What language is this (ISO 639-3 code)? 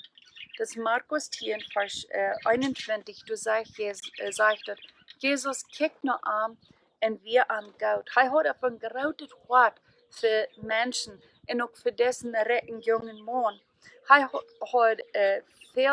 pdt